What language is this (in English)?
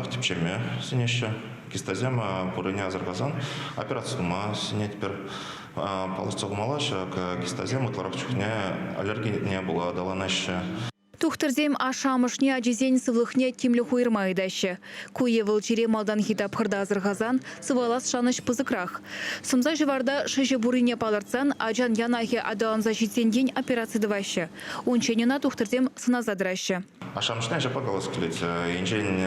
Chuvash